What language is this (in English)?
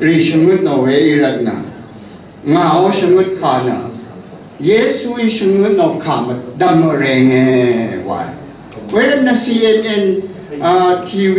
Rawang